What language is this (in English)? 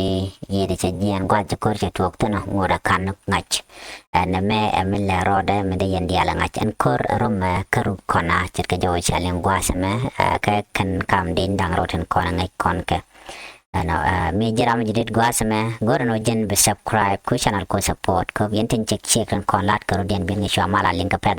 Nuer